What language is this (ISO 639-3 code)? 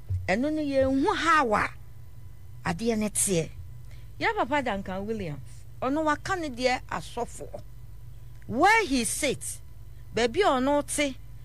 aka